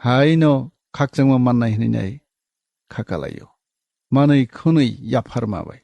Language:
Kok Borok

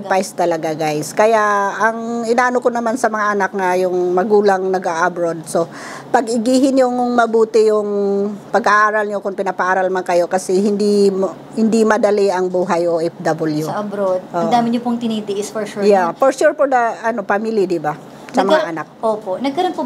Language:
Filipino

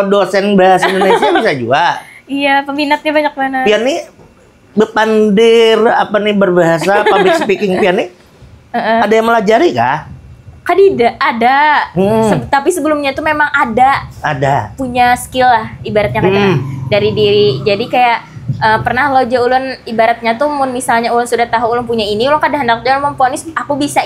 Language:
Banjar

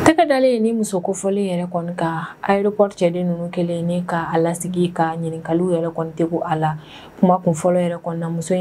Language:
Bambara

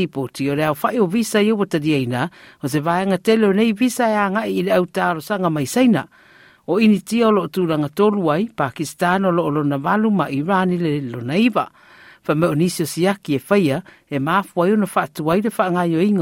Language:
Samoan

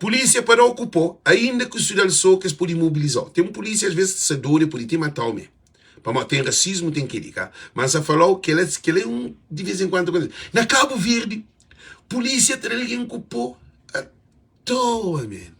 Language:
Kabuverdianu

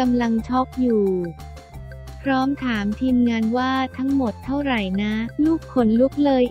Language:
Thai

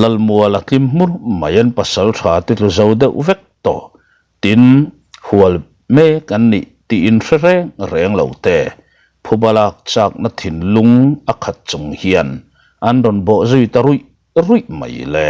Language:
Mizo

